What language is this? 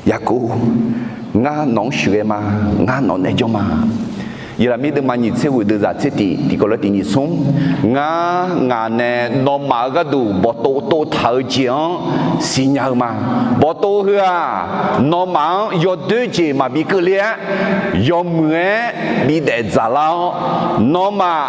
Akha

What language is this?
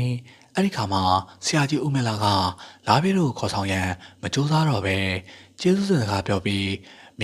Burmese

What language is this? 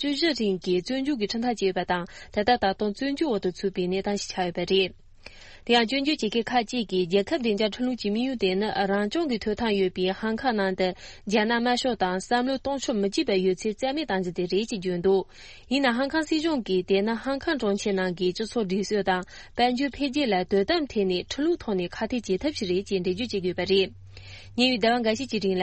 Tibetan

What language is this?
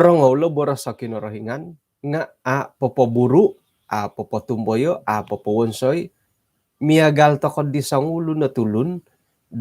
Central Dusun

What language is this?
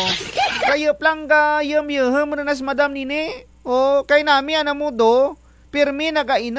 Kinaray-a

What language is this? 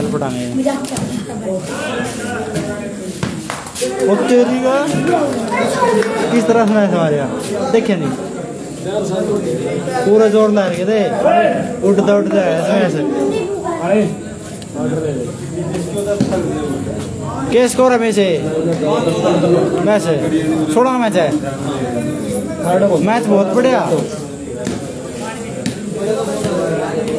Hindi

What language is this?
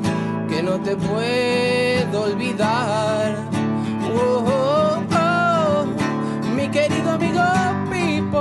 Spanish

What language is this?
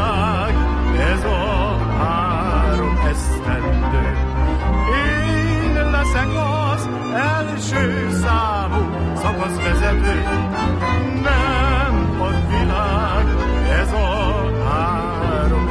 Hungarian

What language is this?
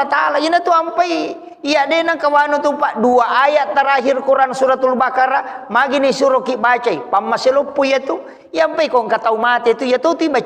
Buginese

